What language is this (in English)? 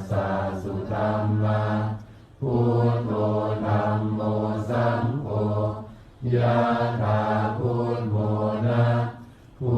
Pali